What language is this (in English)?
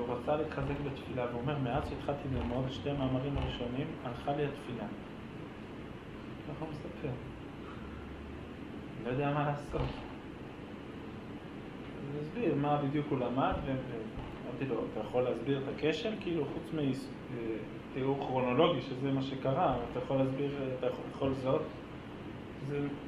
Hebrew